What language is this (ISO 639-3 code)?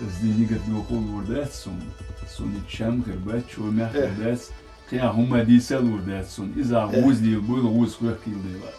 che